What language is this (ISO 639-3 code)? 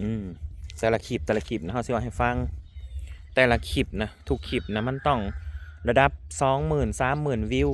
tts